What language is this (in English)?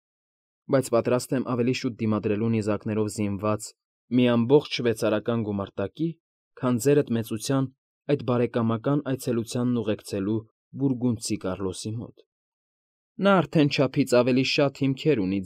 Armenian